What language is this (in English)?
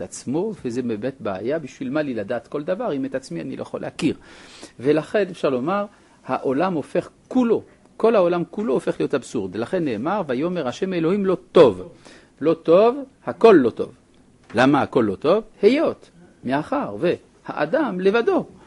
Hebrew